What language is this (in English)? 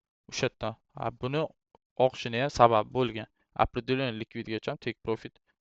Uzbek